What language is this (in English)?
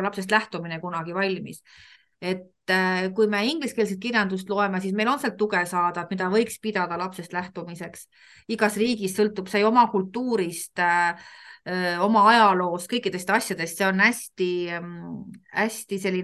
Estonian